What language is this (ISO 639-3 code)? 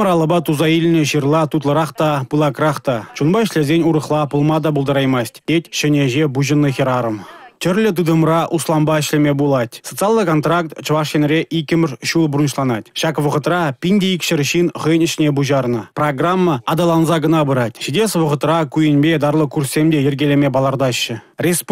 chv